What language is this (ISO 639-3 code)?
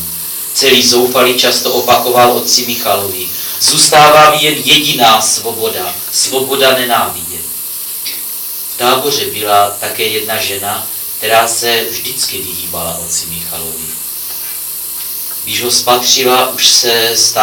ces